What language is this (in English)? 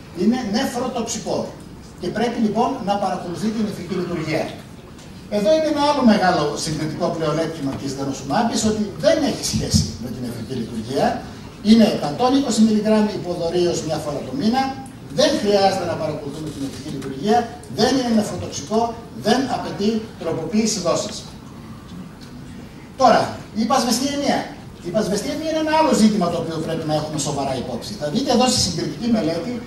Greek